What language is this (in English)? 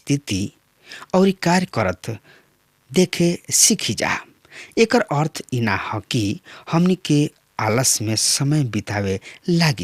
Bhojpuri